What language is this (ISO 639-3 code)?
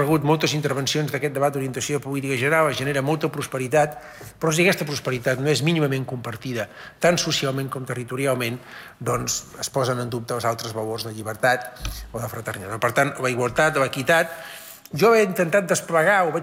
cat